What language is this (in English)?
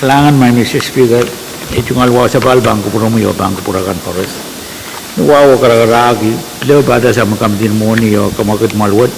Pohnpeian